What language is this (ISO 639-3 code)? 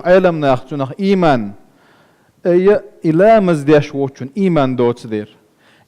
che